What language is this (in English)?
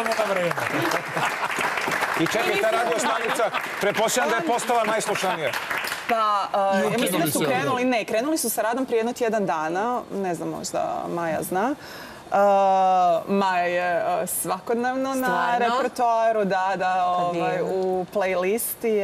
Croatian